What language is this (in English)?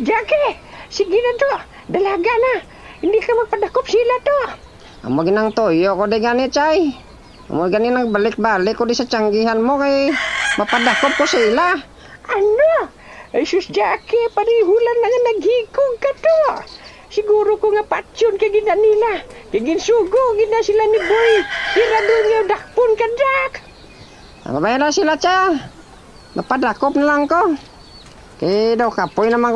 Hiligaynon